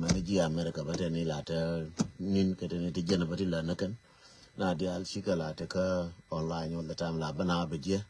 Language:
Nuer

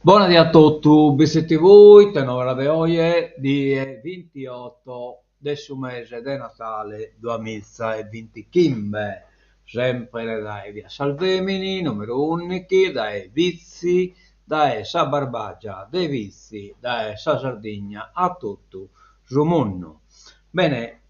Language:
Sardinian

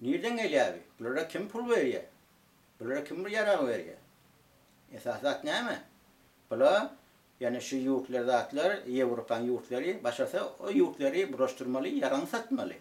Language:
Turkmen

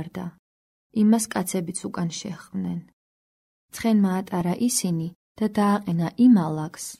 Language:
Georgian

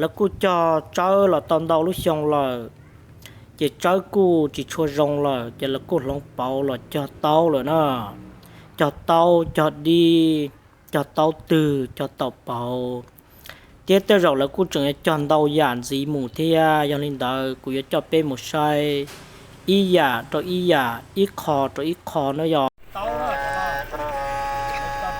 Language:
Hmong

